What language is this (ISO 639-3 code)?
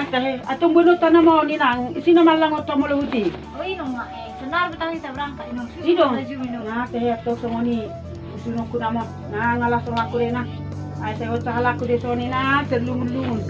bbc